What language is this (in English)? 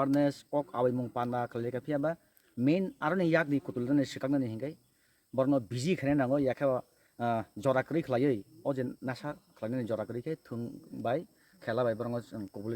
Kok Borok